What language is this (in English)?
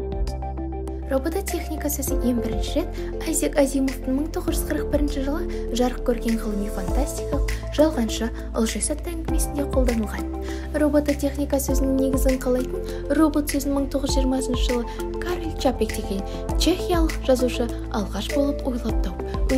Kazakh